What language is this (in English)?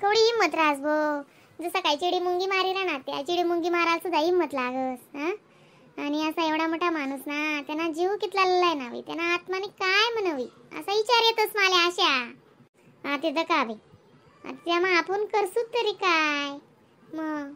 Khandesi